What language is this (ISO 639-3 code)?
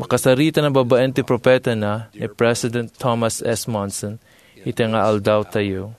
ilo